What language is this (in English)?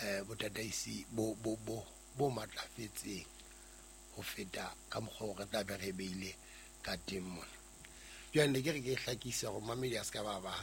Southern Sotho